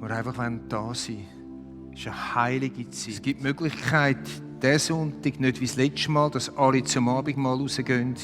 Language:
Swiss German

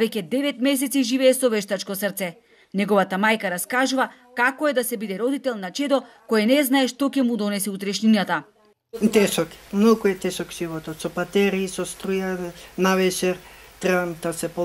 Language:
Macedonian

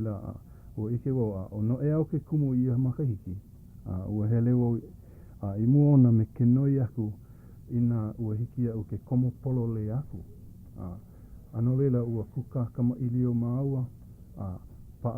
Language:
Hawaiian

